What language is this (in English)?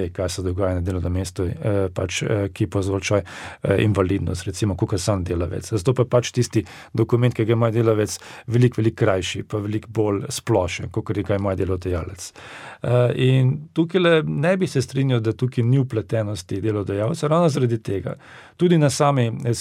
Slovenian